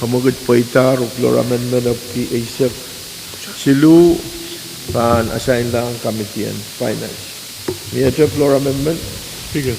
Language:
Pohnpeian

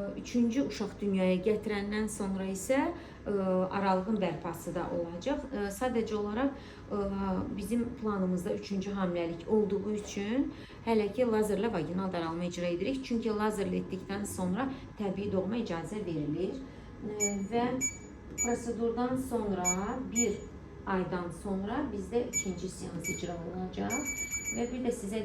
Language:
Azerbaijani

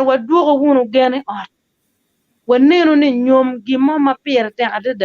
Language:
Acoli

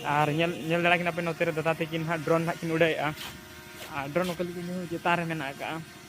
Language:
Santali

